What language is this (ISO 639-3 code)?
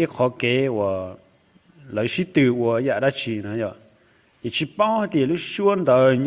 hmn